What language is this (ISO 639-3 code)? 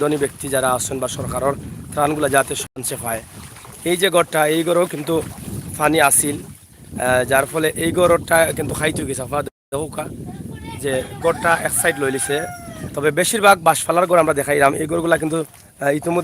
syl